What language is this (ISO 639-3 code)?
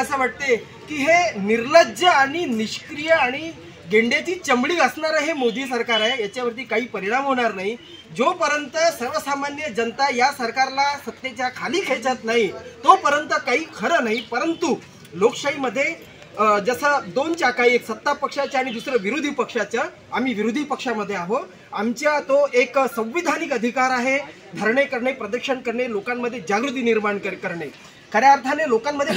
mar